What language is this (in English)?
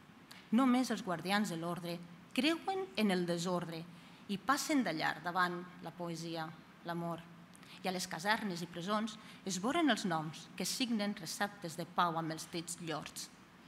Catalan